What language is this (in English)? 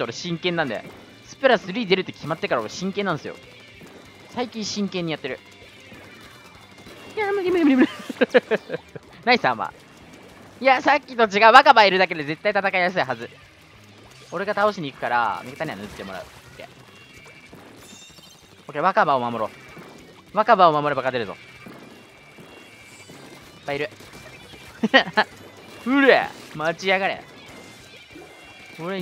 Japanese